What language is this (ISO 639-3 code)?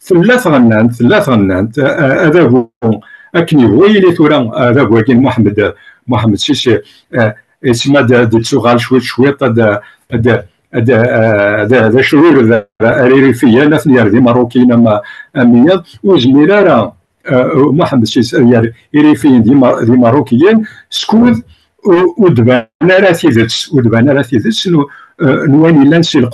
kab